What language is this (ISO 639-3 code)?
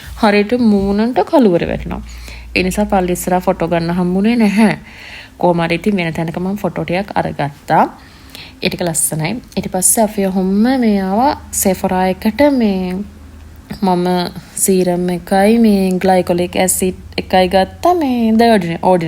sin